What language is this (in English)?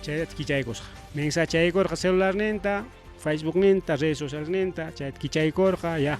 Ayacucho Quechua